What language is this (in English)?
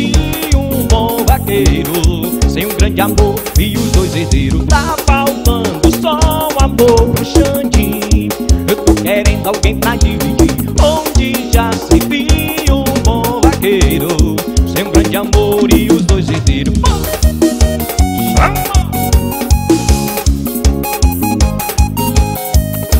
Portuguese